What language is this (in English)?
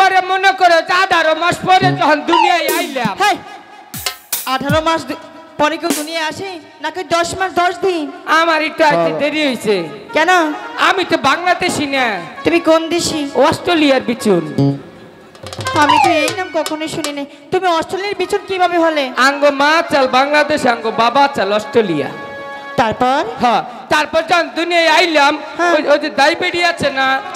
Bangla